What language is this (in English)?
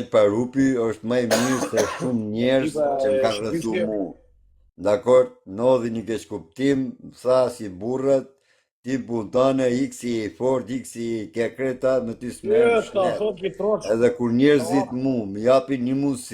Albanian